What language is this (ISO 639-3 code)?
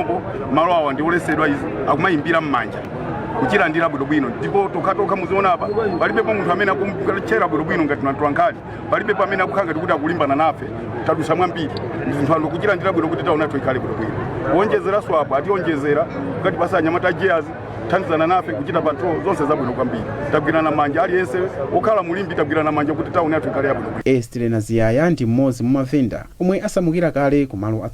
nya